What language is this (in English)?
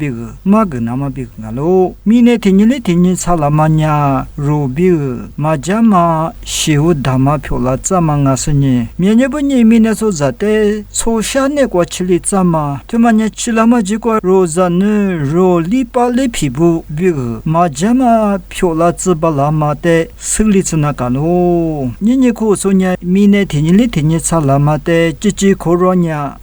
Lisu